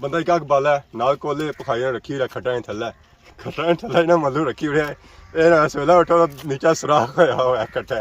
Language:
Pahari-Potwari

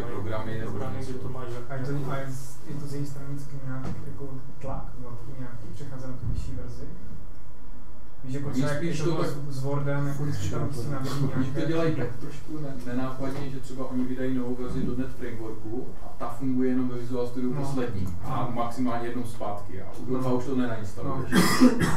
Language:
Czech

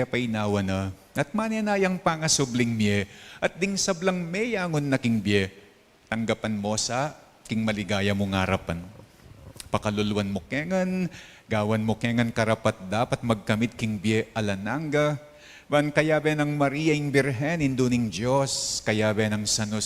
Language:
Pampanga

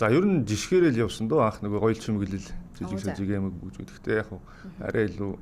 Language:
Mongolian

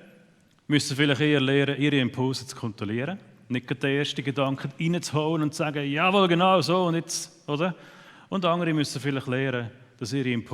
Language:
Swiss German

